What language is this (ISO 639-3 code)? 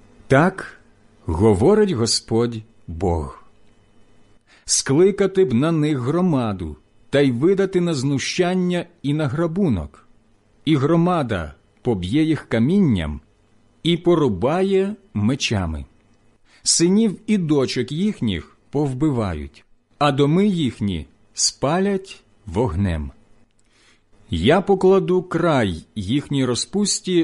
ukr